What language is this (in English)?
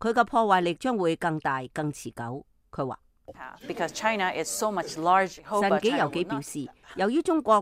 Cantonese